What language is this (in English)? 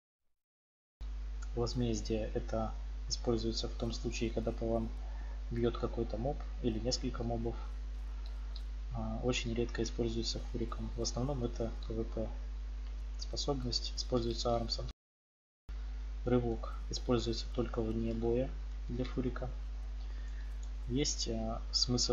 Russian